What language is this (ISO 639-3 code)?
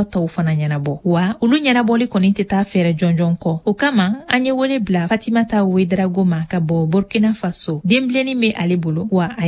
bam